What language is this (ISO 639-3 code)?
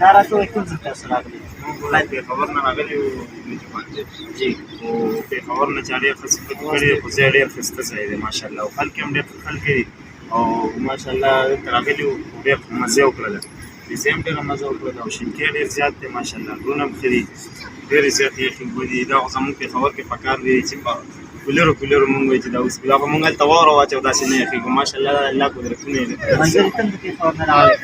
pus